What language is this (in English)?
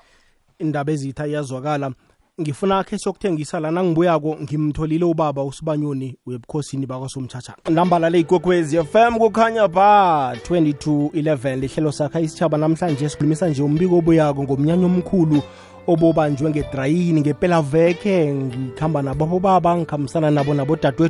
South Ndebele